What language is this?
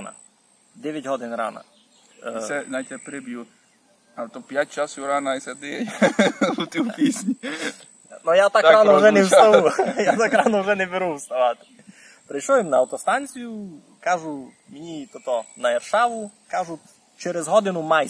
Rusyn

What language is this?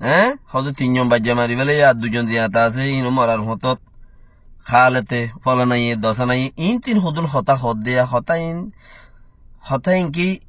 Rohingya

